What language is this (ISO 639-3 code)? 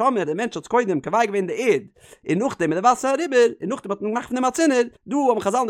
yid